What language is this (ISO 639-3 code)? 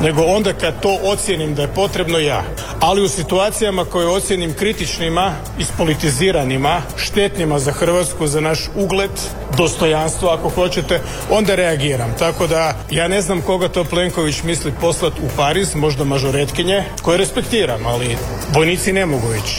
hrv